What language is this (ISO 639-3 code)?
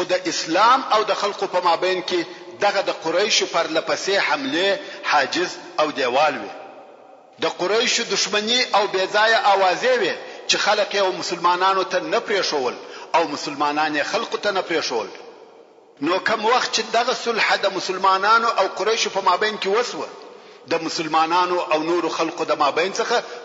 pus